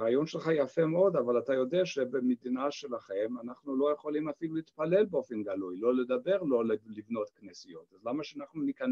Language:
Hebrew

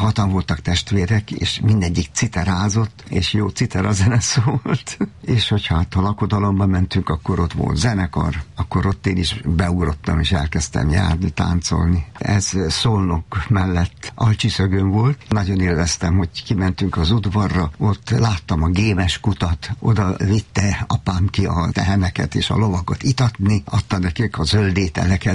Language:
Hungarian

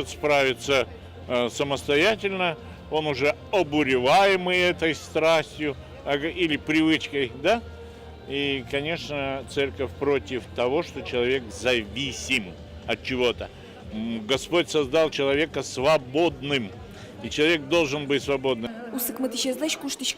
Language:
Udmurt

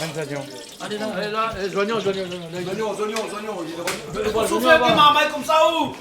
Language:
Réunion Creole French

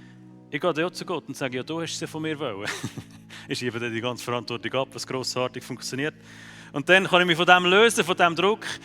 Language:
Swiss German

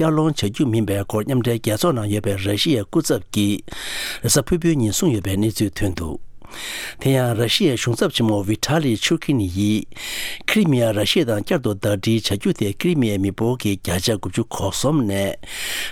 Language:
Tibetan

